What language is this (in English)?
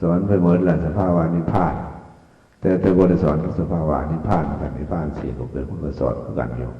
Northeastern Thai